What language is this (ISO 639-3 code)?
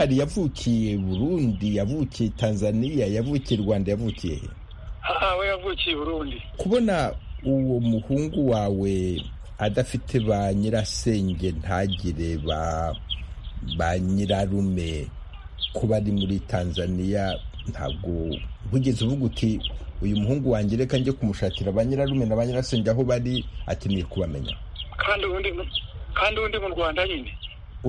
kin